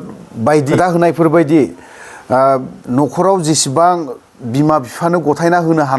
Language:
Bodo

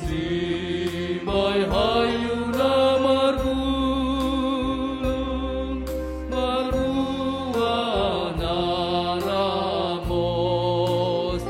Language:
Batak Simalungun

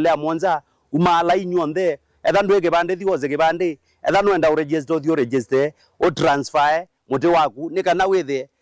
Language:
Kamba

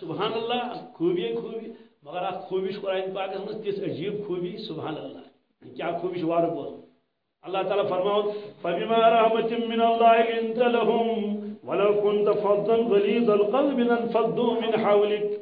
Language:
Kashmiri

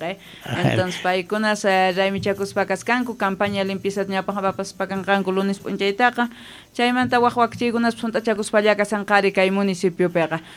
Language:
South Bolivian Quechua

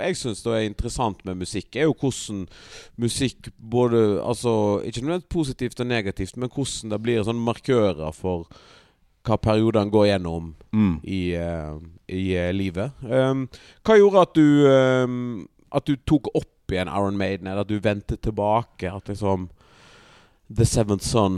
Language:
Norwegian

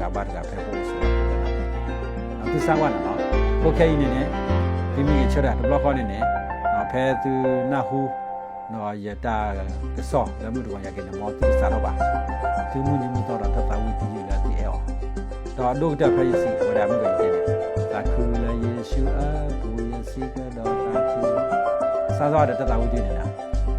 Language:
S'gaw Karen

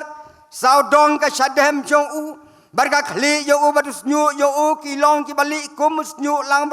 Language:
Khasi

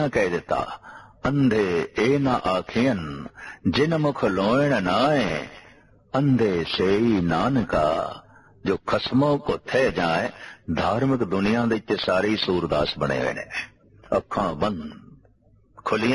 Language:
Punjabi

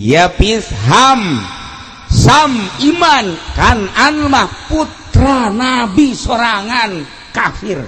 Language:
Sundanese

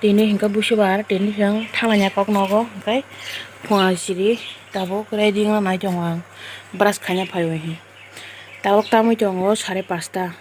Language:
Kok Borok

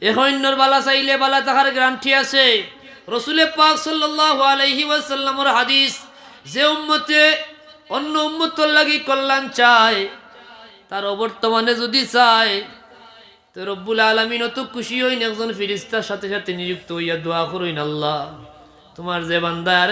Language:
Sylheti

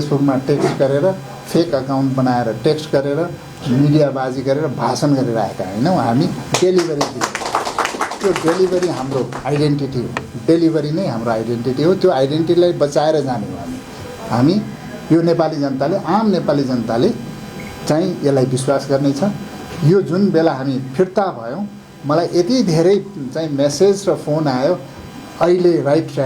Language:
Nepali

